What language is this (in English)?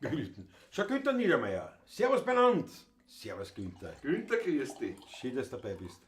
Bavarian